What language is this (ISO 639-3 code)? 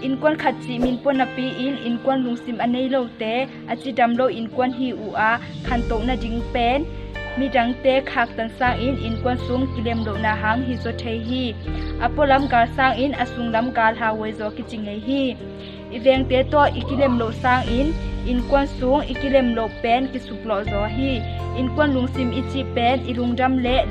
ctd